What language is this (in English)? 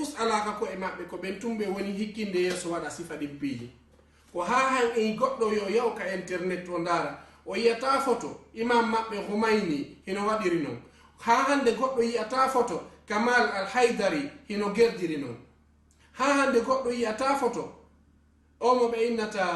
Fula